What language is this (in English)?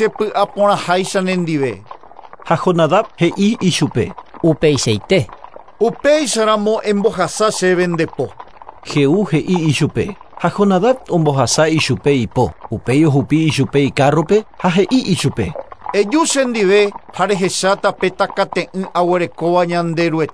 Guarani